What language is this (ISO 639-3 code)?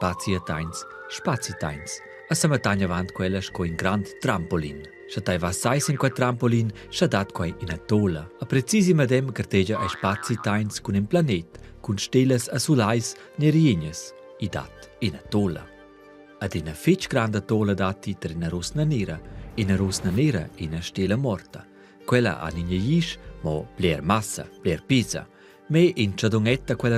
roh